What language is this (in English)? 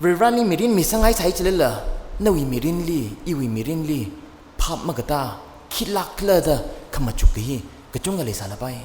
Tangkhul Naga (India)